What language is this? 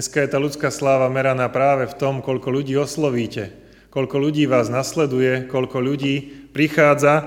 Slovak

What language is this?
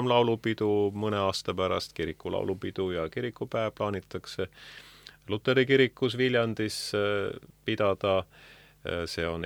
Estonian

